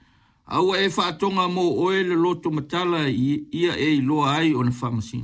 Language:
Samoan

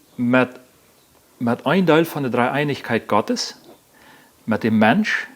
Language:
Plautdietsch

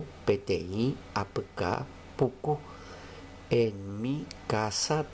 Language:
Guarani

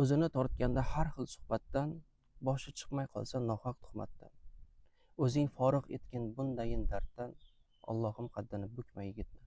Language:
Uzbek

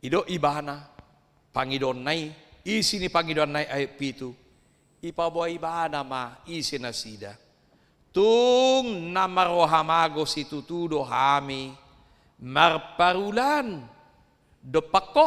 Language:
Batak Toba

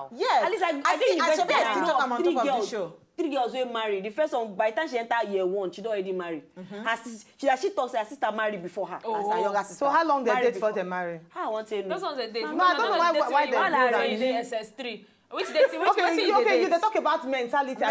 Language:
Nigerian Pidgin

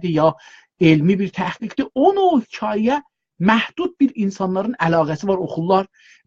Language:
South Azerbaijani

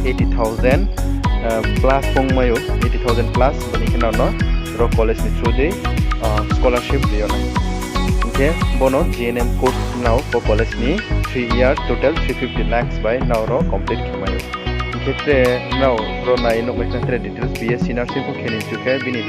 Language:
Riang (India)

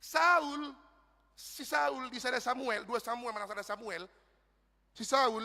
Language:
Batak Toba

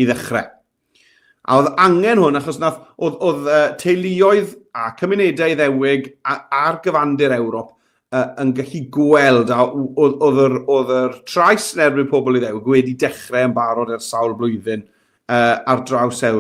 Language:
Welsh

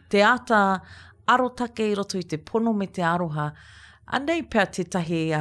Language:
Māori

